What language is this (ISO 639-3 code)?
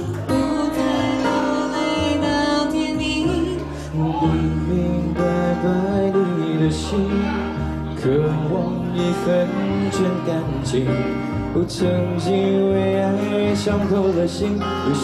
zho